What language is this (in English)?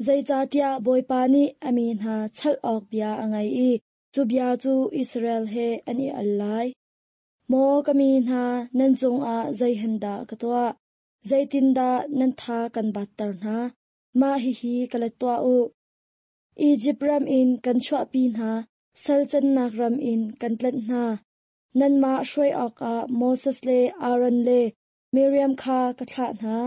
Hakha Chin